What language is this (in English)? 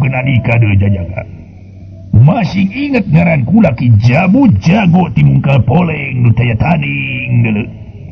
Sundanese